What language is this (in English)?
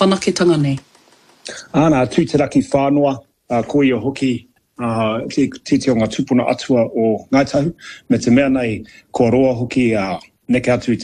Māori